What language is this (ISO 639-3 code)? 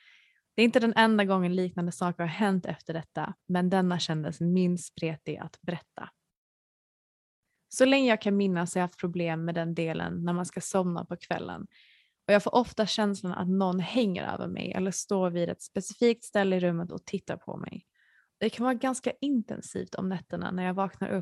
swe